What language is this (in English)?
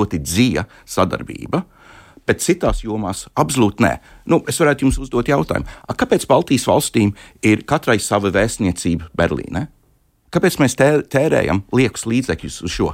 Latvian